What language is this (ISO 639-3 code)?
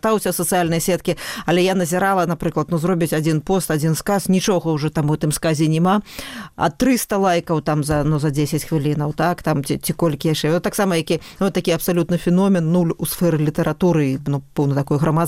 bel